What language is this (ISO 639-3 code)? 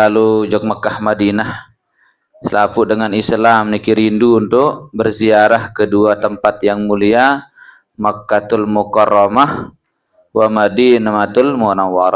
sas